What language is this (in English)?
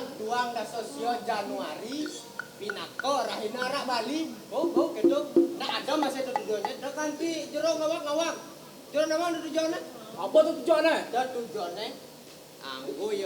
Balinese